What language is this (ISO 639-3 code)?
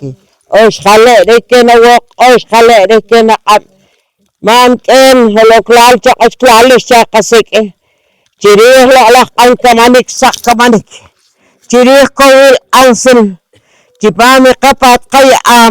poh